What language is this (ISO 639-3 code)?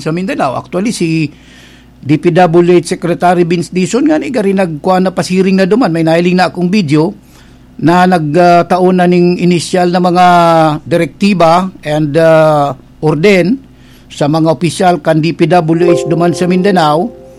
bik